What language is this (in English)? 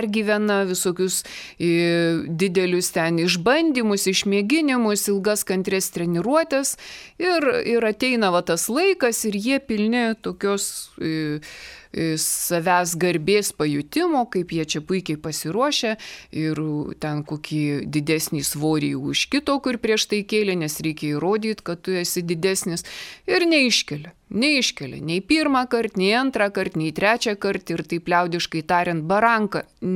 Lithuanian